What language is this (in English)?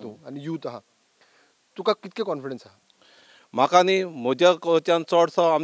Konkani